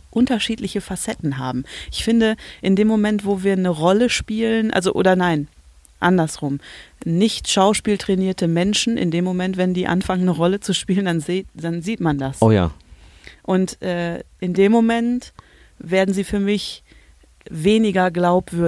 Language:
German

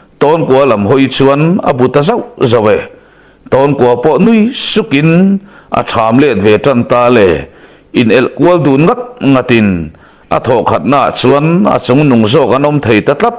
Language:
Mizo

